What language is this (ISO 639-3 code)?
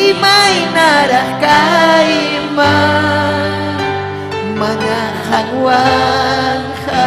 quy